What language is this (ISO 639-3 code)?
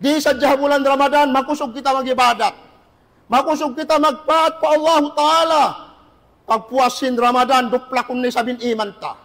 tsg